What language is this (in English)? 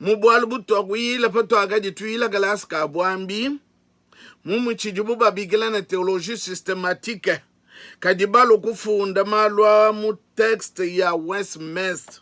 Luba-Lulua